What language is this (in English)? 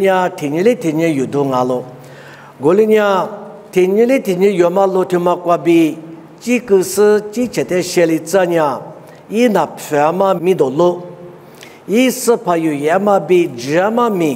Lisu